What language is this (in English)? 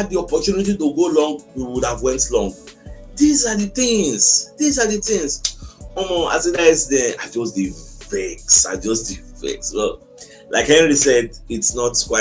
Nigerian Pidgin